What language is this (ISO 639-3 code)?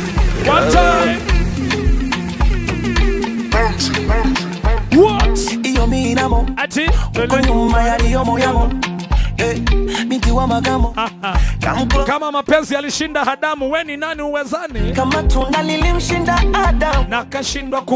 swa